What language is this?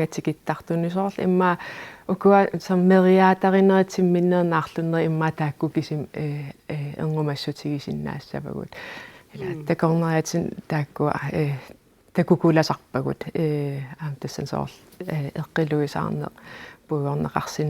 Kalaallisut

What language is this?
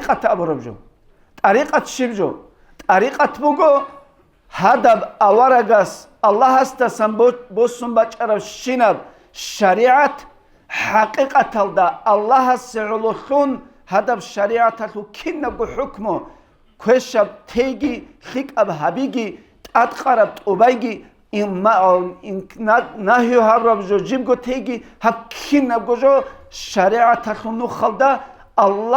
Avaric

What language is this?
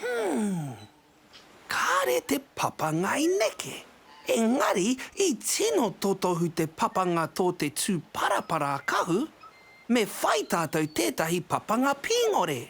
Māori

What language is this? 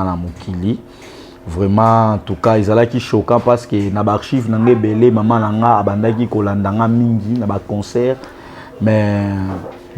Lingala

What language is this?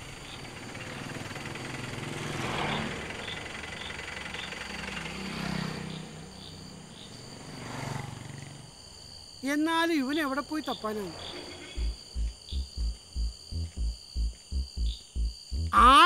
Malayalam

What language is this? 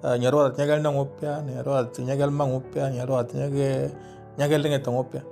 Moro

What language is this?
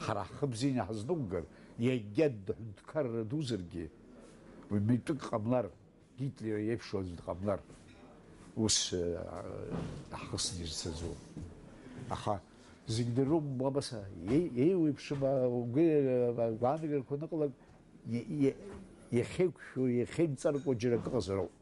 Abkhazian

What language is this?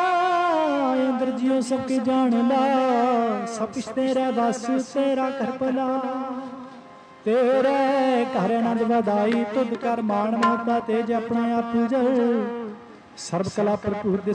Punjabi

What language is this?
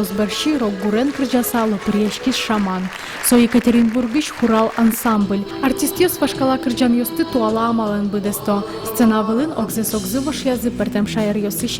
Udmurt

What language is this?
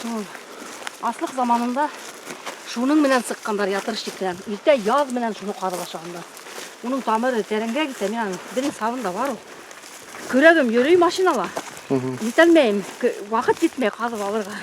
Bashkir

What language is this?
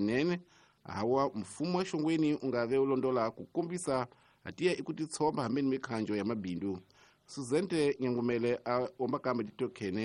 Tsonga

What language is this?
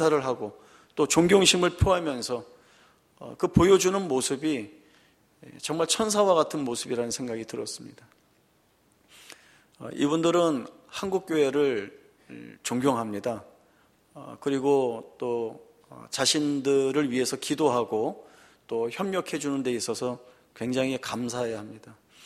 Korean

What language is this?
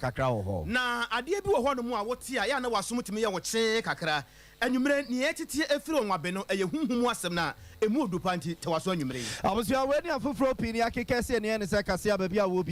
Akan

